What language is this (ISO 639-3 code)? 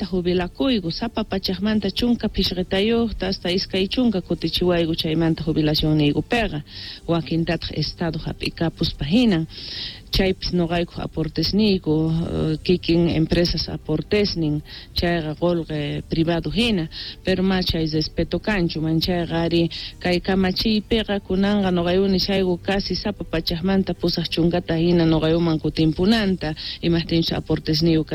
que